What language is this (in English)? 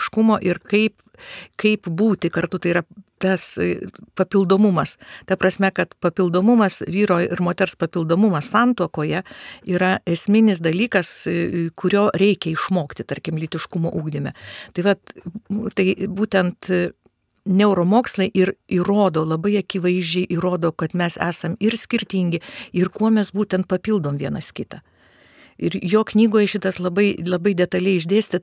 Lithuanian